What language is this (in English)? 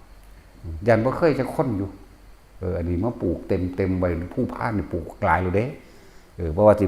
Northeastern Thai